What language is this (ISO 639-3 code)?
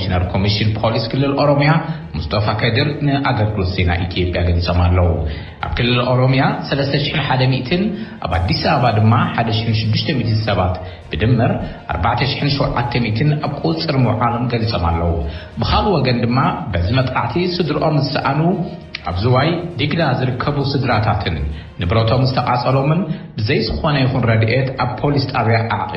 tir